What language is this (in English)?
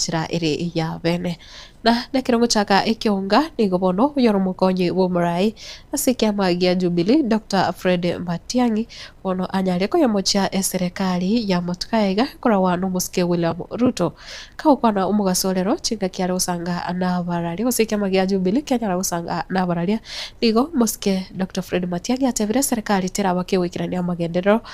Gusii